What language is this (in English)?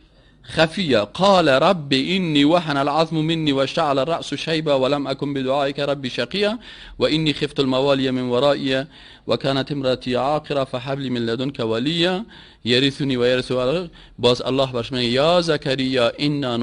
Persian